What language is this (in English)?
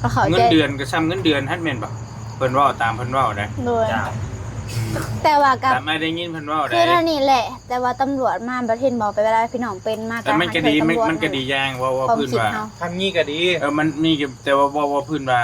Northeastern Thai